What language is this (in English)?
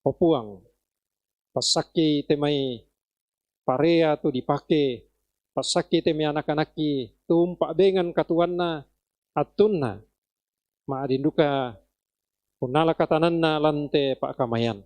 Toraja-Sa'dan